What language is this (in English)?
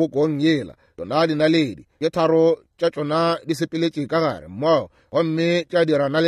Northern Sotho